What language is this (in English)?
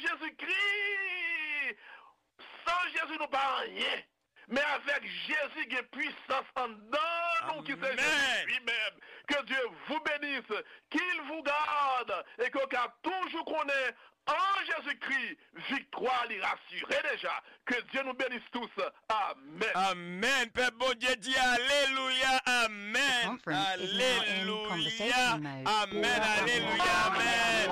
Haitian Creole